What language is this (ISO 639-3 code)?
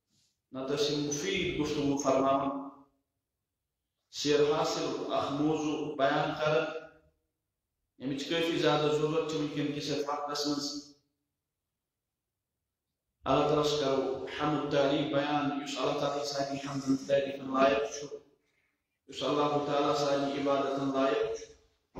kas